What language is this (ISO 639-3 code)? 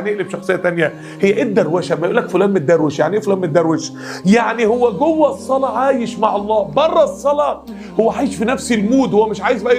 arz